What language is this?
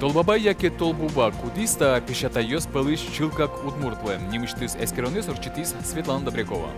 Udmurt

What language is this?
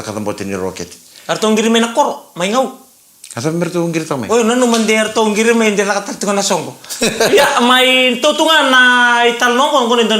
Fijian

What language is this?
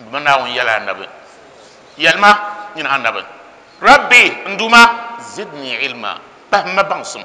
Dagbani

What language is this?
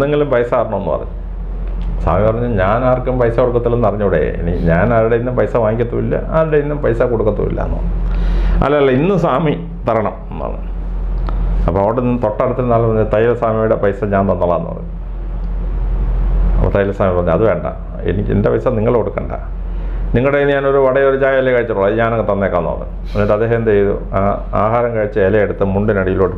Malayalam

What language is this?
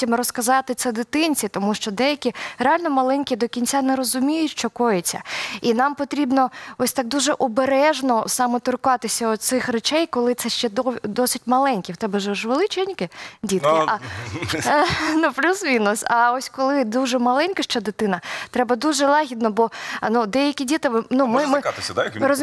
Ukrainian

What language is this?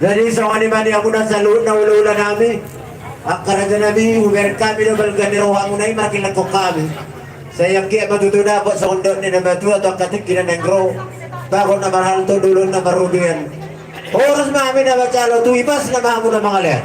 Batak Toba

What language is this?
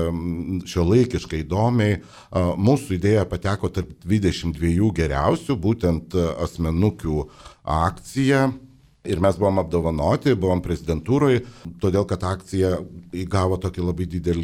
Lithuanian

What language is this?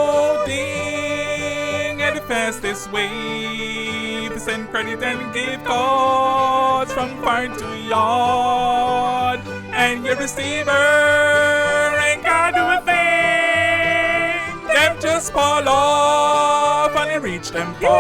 Jamaican Creole English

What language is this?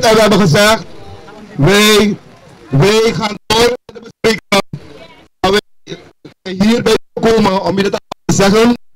Dutch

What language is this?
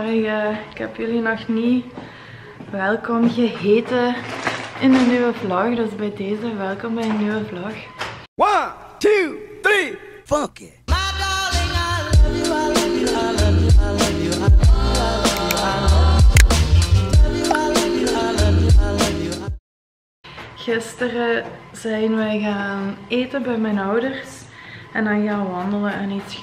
Dutch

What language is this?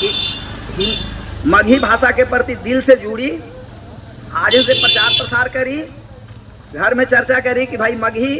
Magahi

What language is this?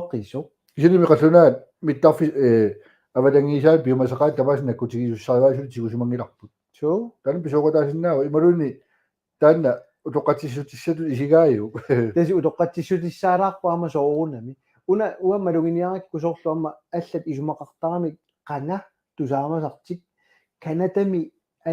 Kalaallisut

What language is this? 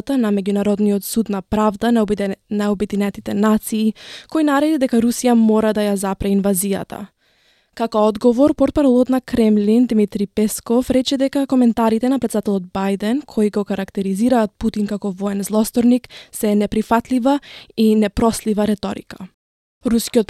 Macedonian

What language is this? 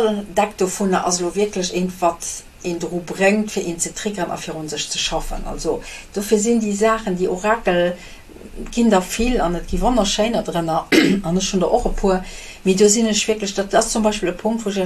Luxembourgish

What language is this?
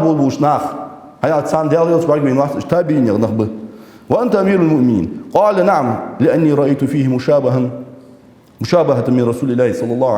Ingush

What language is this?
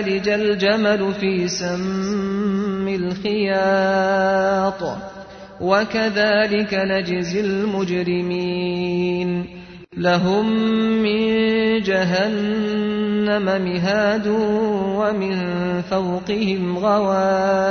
Arabic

